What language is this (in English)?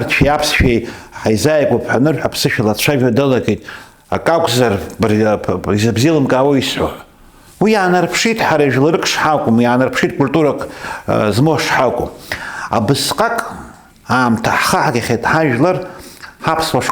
Abkhazian